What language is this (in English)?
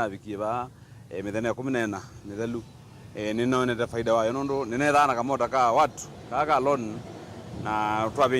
Kamba